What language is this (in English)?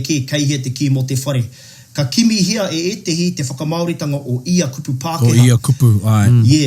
Māori